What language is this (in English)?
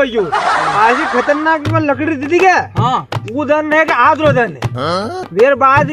Rajasthani